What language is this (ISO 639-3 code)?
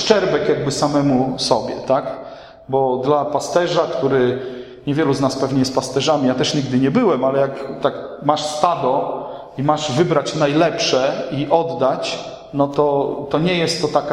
pol